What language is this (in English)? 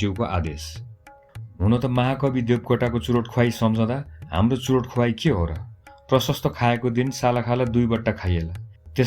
Nepali